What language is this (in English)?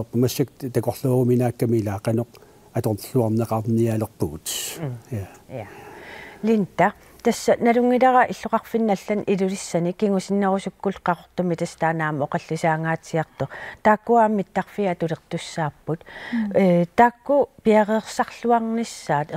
Kalaallisut